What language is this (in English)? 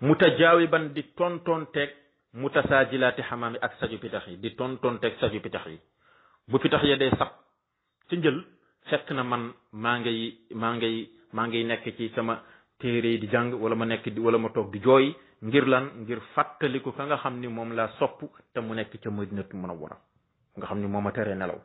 Wolof